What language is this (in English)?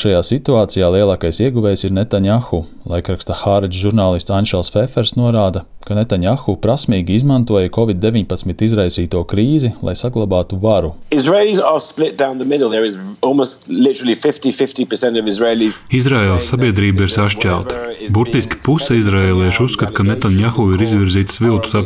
Latvian